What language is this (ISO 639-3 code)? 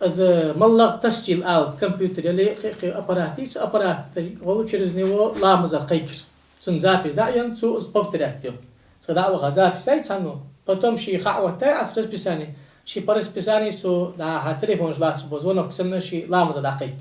inh